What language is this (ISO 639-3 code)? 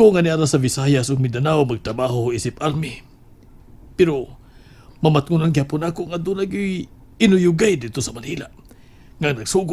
ceb